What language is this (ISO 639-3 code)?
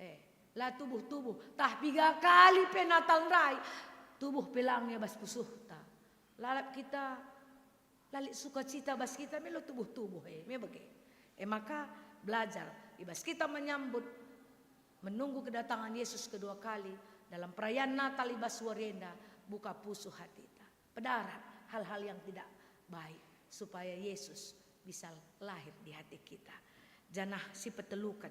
btx